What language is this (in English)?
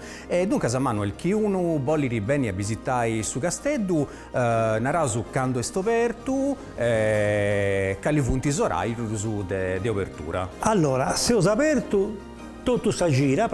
Sardinian